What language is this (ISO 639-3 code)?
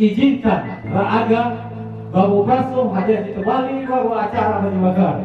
nia